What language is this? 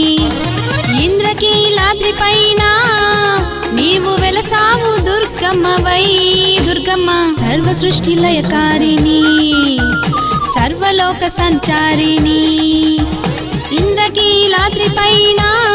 Telugu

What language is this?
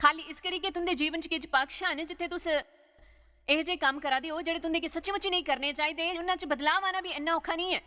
Dogri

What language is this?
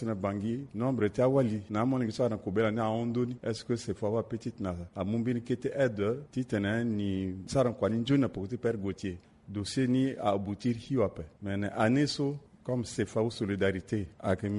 Sango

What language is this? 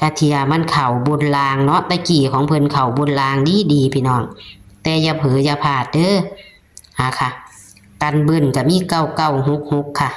Northeastern Thai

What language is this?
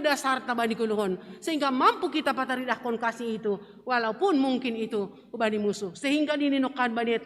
Batak Simalungun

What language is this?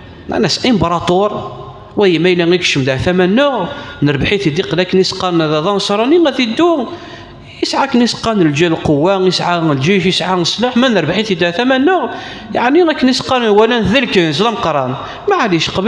Kabyle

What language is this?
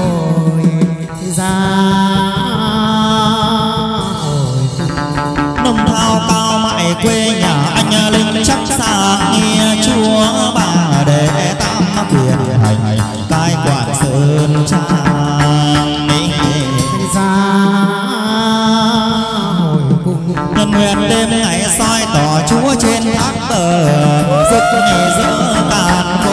Vietnamese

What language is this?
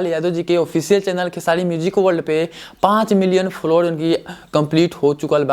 Bhojpuri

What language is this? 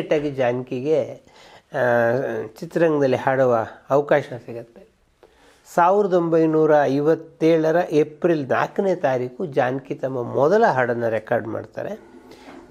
Kannada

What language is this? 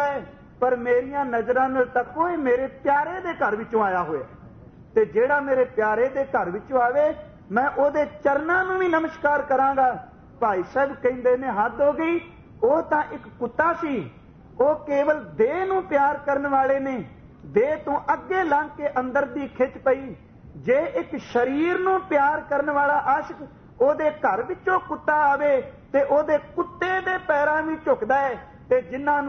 Punjabi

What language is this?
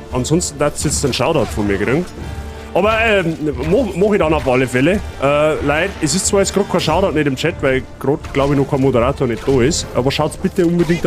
Bavarian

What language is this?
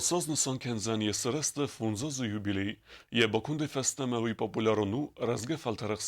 Ossetic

